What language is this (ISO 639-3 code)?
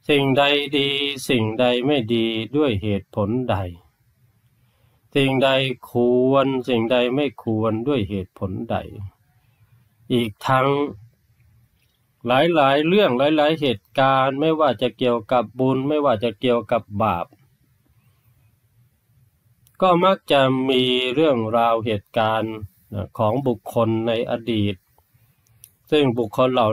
tha